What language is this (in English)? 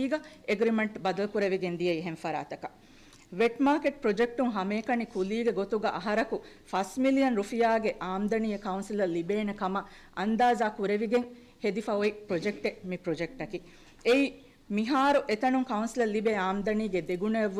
Divehi